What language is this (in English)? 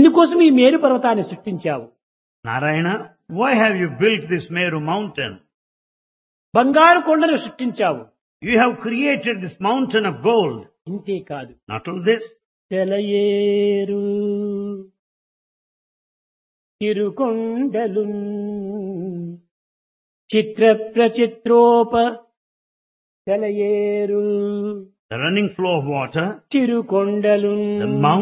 Telugu